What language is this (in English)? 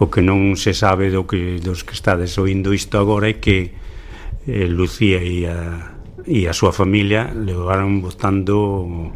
Galician